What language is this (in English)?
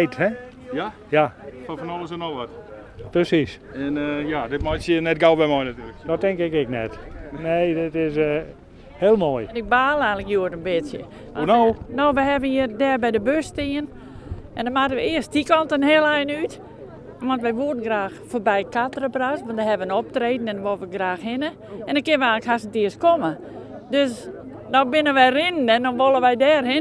Western Frisian